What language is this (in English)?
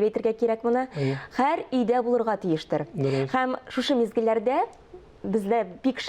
Tatar